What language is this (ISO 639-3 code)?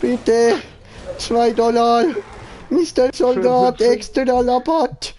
gsw